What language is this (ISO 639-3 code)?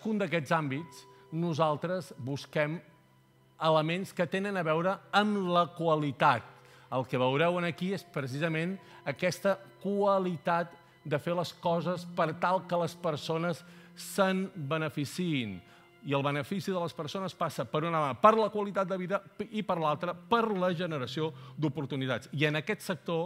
cat